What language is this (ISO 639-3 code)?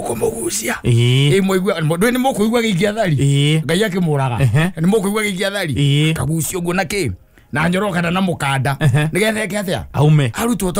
kik